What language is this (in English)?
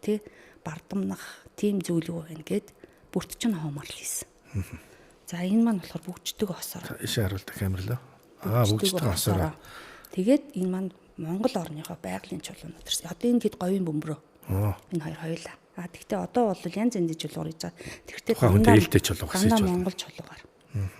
Mongolian